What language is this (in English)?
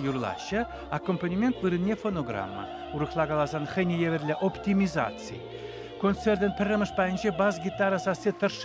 Chuvash